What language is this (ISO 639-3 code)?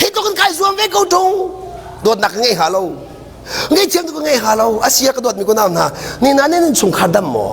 cnh